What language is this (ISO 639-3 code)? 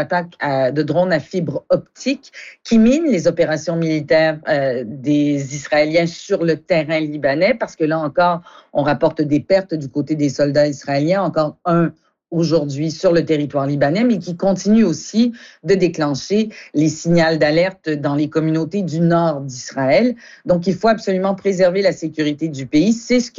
fra